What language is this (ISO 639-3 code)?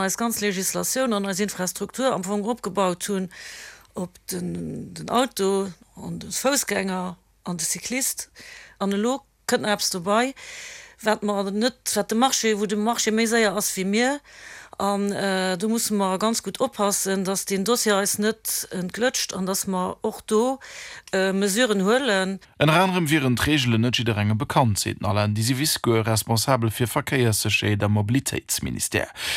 ltz